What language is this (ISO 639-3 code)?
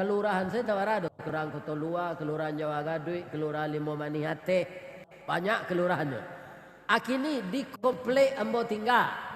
min